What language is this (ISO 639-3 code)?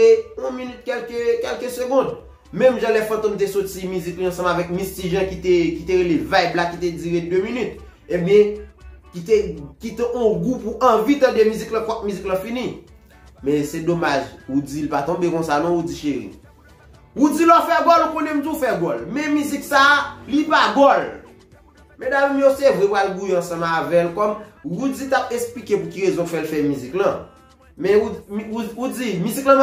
hat